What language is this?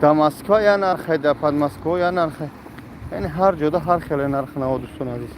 Tajik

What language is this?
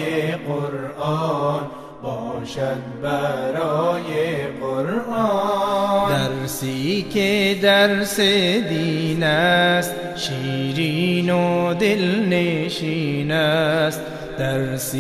Persian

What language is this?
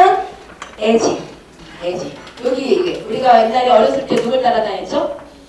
Korean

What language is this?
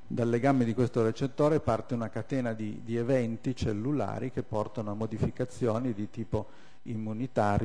Italian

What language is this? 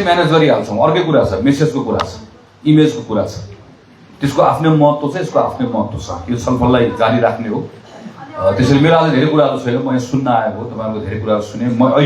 Nepali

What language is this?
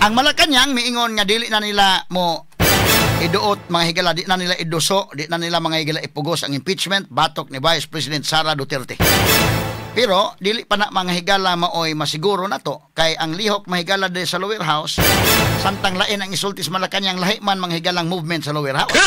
Cebuano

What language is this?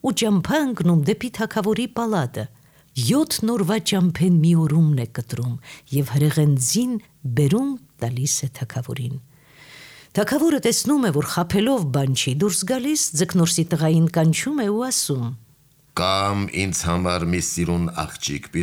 Armenian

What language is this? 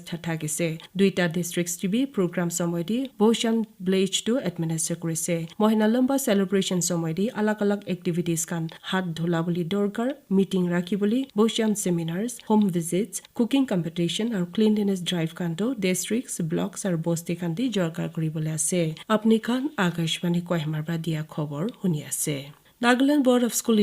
Naga Pidgin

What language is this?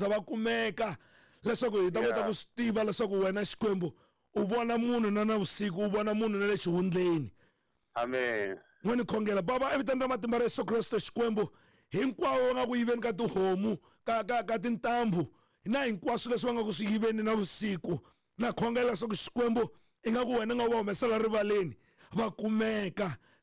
Tsonga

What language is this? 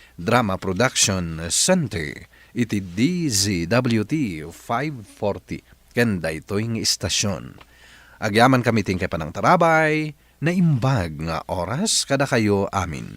Iloko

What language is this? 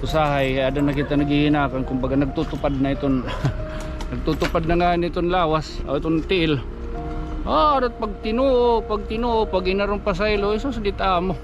Waray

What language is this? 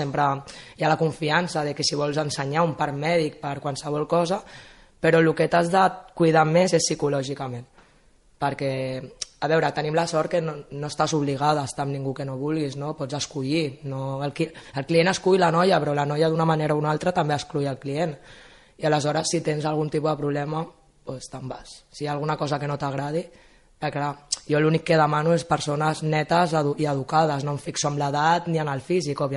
Catalan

